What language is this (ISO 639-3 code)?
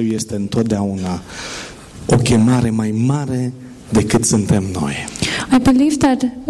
ron